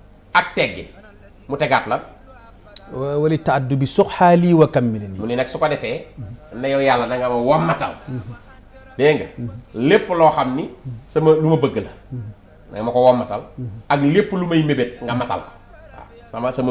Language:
Wolof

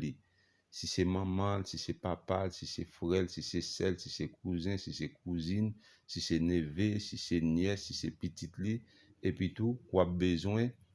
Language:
Haitian Creole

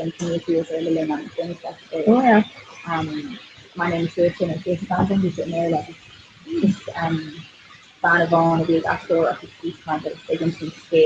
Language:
Irish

